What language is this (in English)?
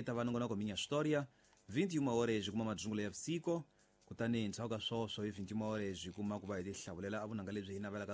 Tsonga